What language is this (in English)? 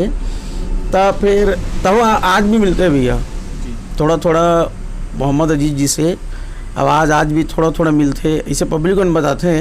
Chhattisgarhi